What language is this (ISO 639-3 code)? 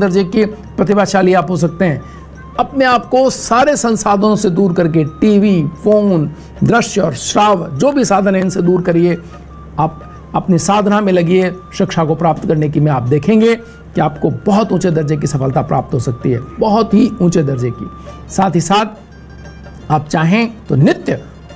hin